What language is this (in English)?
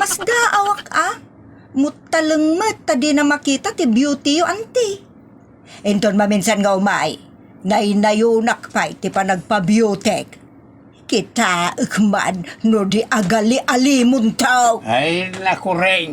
Iloko